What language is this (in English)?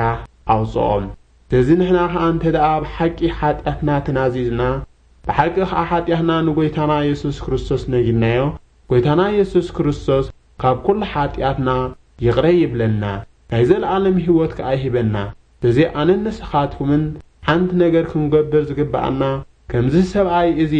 Tigrinya